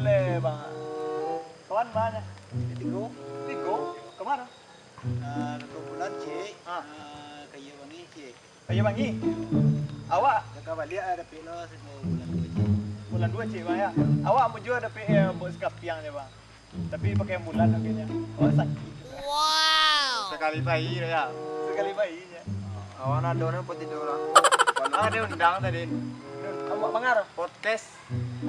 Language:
Minangkabau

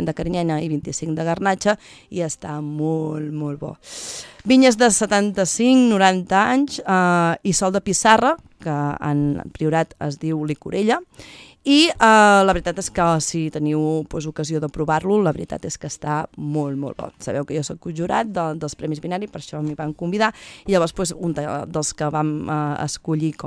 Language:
Catalan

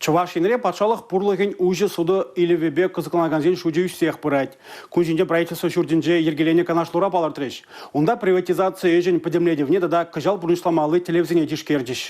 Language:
Chuvash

